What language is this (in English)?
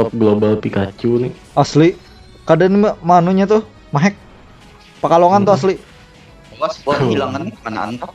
Banjar